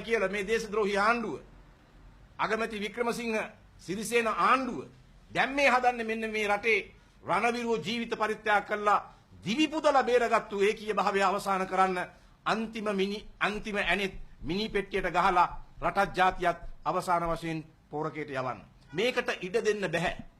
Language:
Sinhala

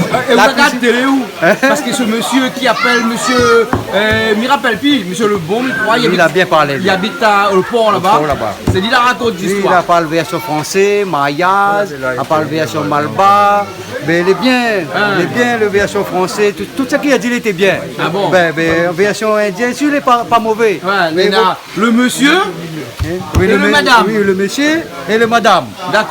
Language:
Réunion Creole French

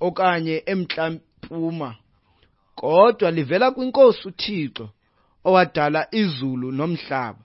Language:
Xhosa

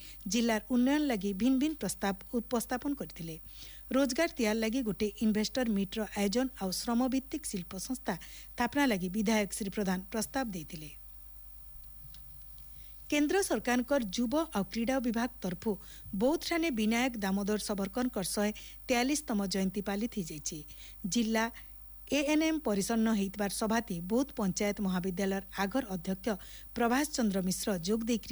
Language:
Odia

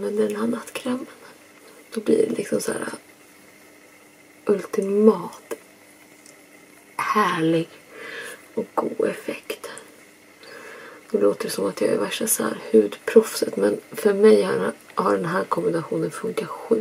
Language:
Swedish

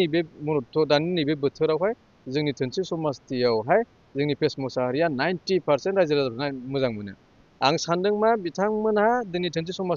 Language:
Bodo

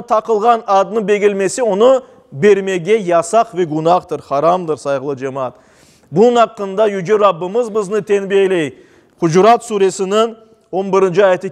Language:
Crimean Tatar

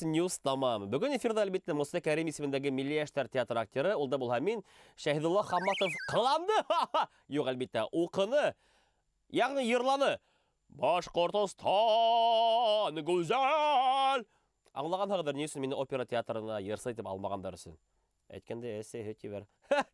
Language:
Bashkir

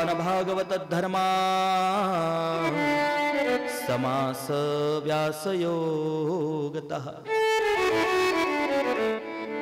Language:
Marathi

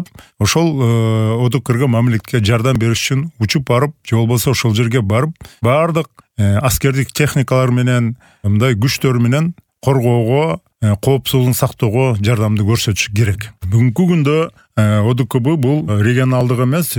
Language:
Kyrgyz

